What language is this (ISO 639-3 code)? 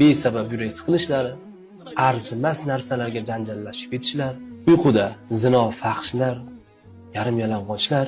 uzb